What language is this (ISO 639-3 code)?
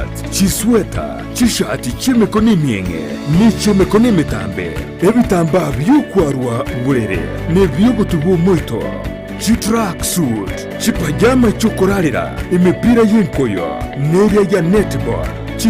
guz